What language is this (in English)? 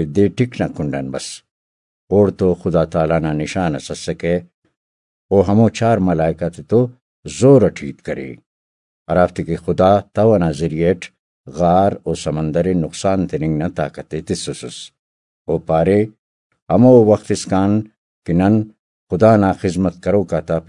Brahui